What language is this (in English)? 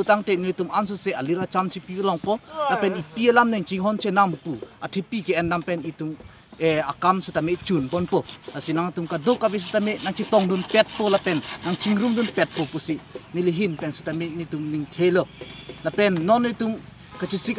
Karbi